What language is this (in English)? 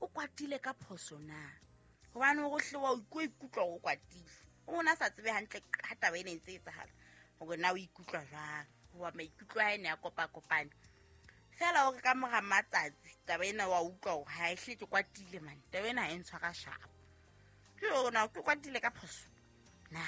Southern Sotho